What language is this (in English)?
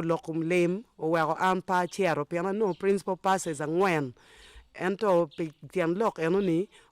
Acoli